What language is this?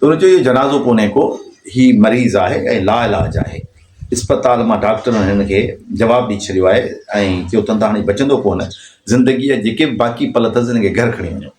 Sindhi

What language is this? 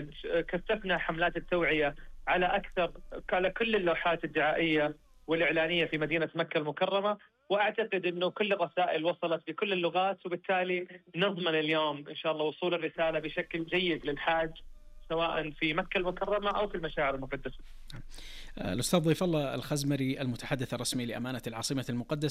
Arabic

